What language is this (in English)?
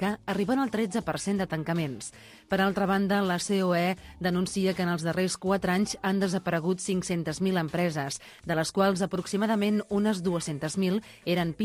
Catalan